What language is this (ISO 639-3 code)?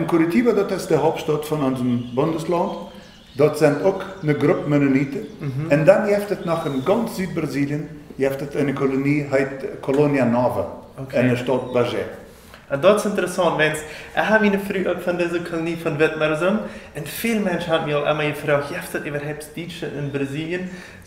pdt